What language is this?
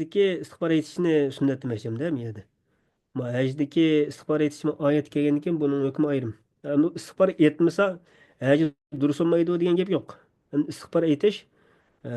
Uyghur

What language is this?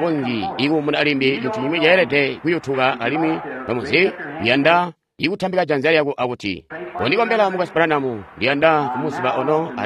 Tonga (Zambia)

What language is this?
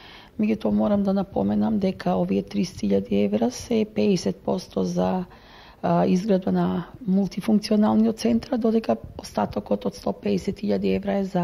Macedonian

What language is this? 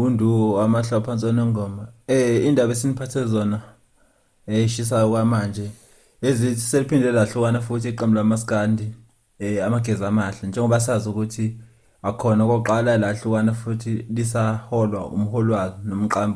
Zulu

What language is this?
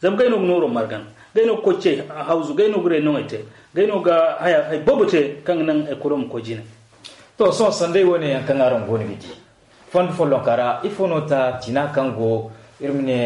Zarma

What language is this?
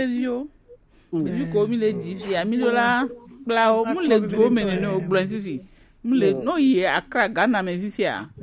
Gen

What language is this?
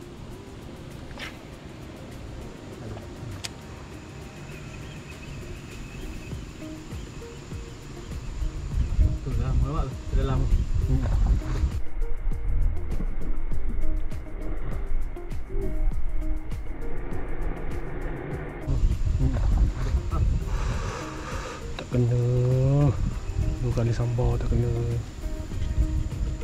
Malay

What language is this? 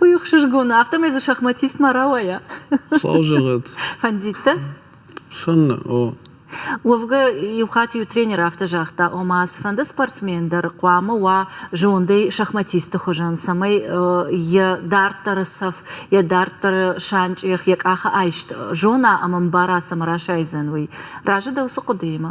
Ossetic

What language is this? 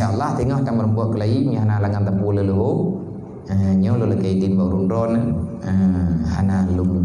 Achinese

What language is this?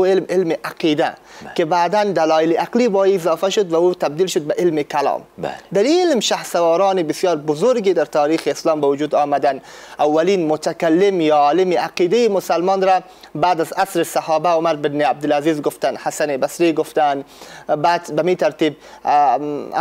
Persian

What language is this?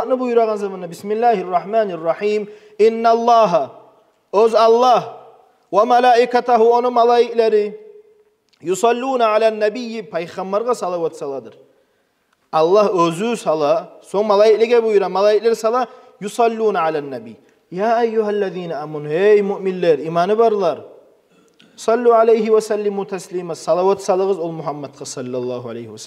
Kumyk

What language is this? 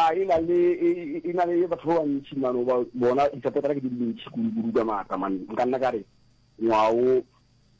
Northern Sotho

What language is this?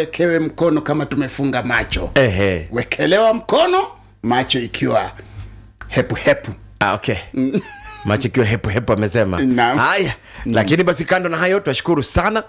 Swahili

